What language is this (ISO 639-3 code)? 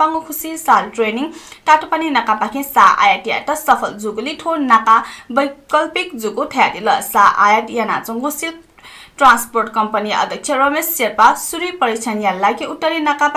new